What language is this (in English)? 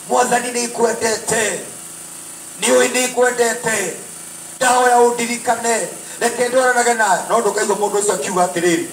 Kikuyu